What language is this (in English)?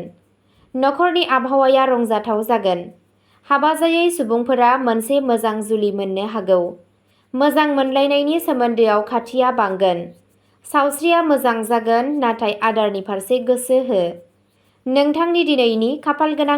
Bodo